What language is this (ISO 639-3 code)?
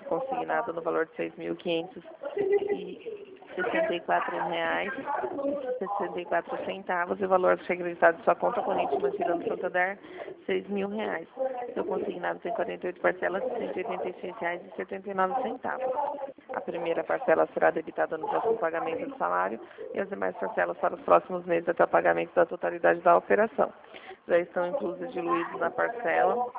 por